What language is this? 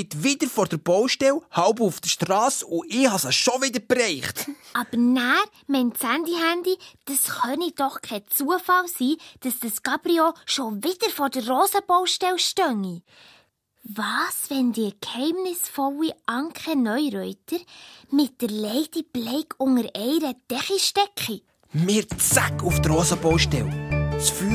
Swiss German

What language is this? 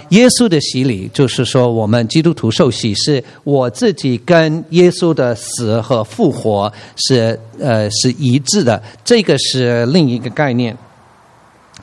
Chinese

